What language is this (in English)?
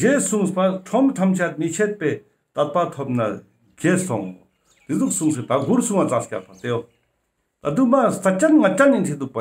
Ladakhi